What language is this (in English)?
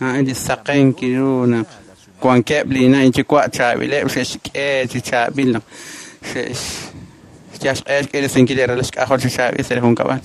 Kekchí